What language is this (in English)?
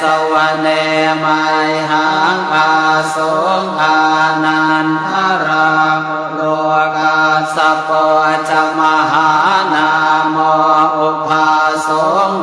Pali